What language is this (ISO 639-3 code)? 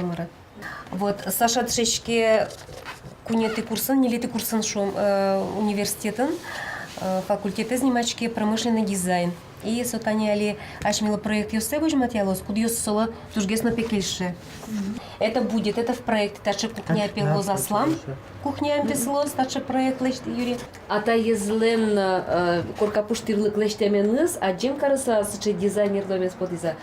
udm